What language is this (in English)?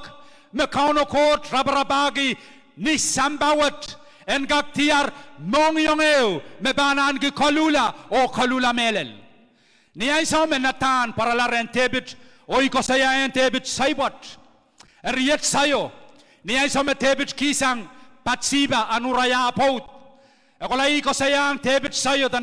Pohnpeian